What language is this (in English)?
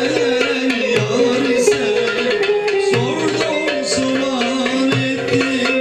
Turkish